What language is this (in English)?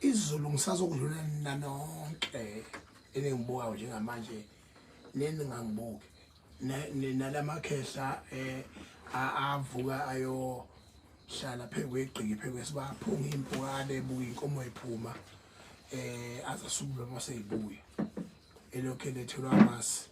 Zulu